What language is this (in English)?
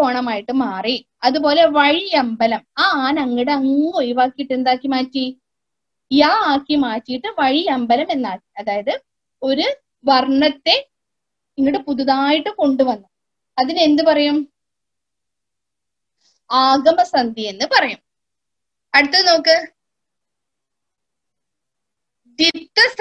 Malayalam